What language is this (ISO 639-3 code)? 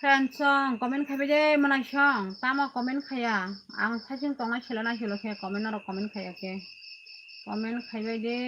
trp